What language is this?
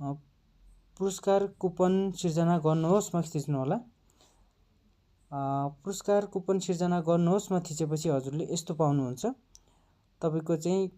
Nepali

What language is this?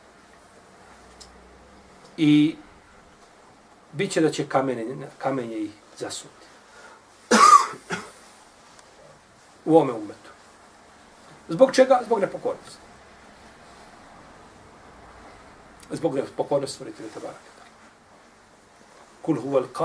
Bosnian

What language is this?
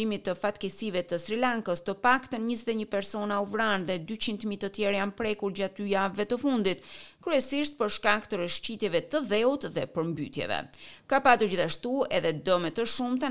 Albanian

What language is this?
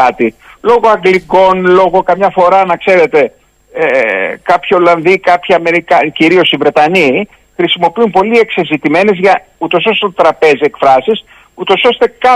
Greek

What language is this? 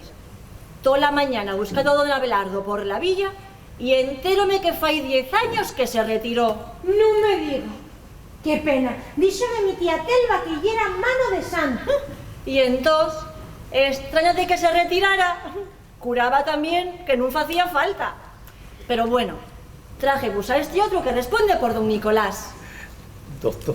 Asturian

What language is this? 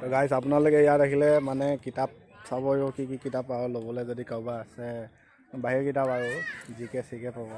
Assamese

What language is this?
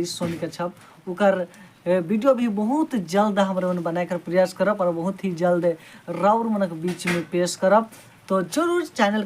Sadri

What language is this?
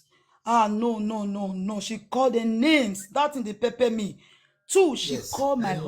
Nigerian Pidgin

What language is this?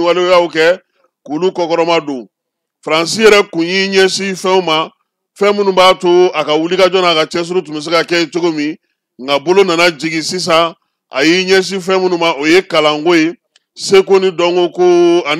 Bambara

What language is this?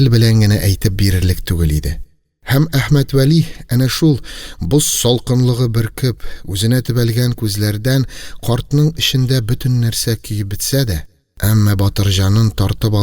Tatar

